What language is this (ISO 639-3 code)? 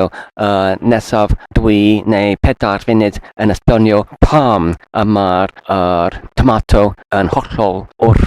cym